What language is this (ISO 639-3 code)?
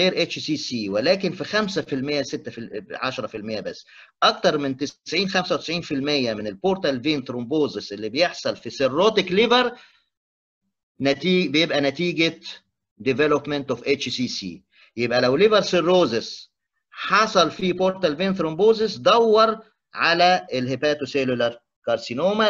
arz